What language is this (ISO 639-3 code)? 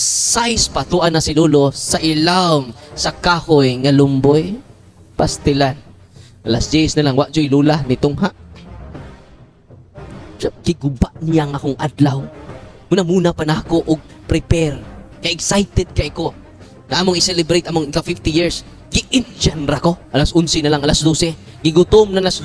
ceb